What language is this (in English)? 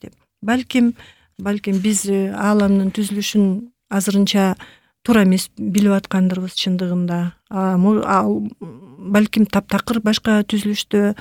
Kyrgyz